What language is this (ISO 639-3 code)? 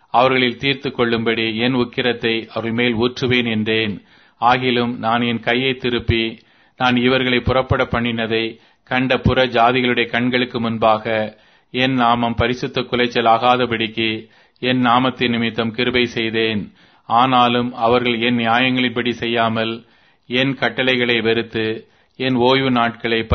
tam